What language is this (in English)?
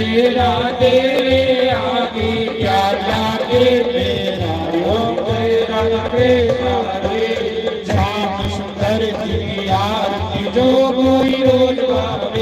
Dogri